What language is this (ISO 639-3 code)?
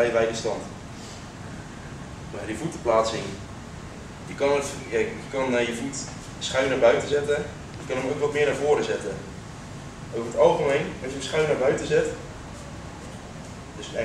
nld